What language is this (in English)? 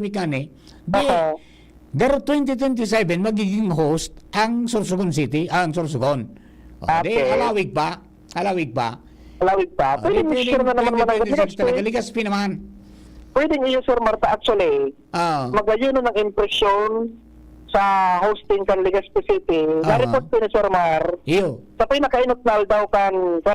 Bikol